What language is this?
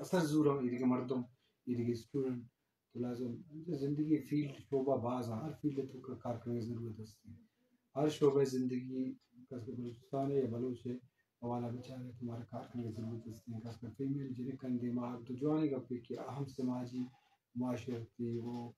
Eastern Balochi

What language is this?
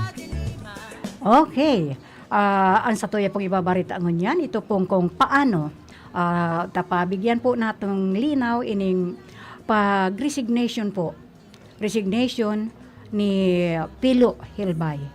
Bikol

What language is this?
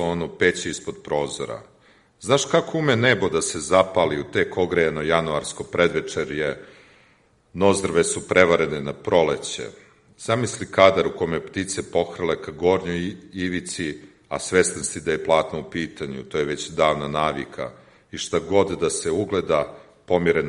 Serbian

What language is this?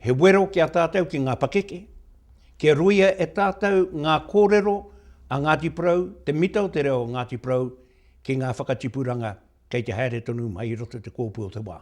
Māori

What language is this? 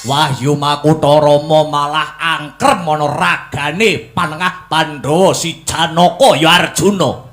Javanese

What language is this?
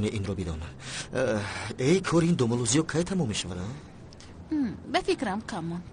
Tajik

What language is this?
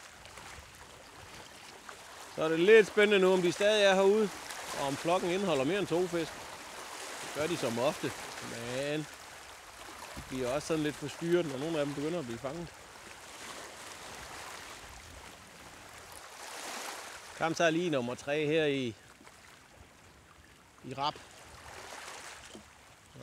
Danish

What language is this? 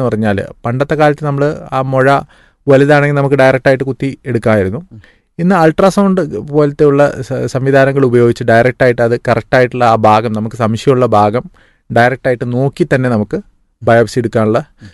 Malayalam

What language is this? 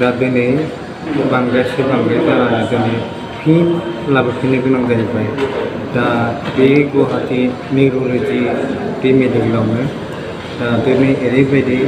Bodo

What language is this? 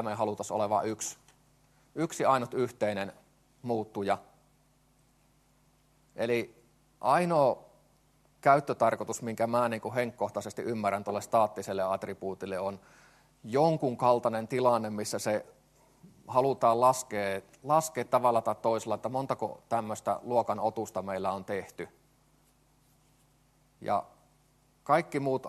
Finnish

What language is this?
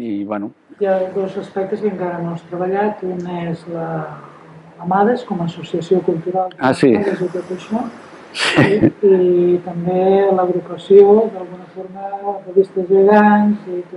Catalan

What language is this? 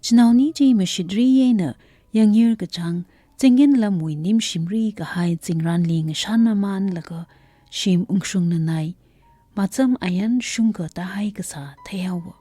Tangkhul Naga (India)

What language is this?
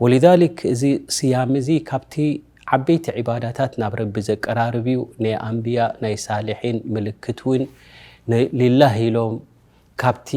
Tigrinya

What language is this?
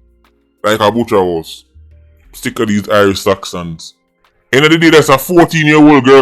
Jamaican Creole English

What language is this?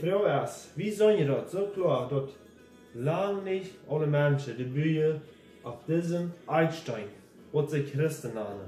Plautdietsch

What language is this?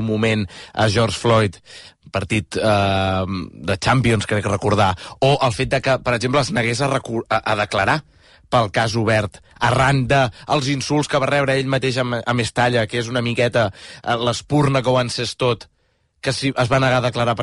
Catalan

